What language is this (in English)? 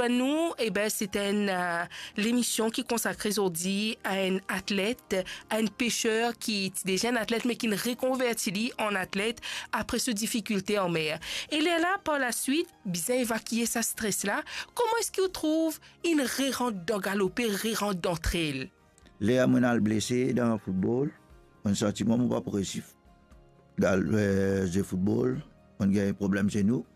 Morisyen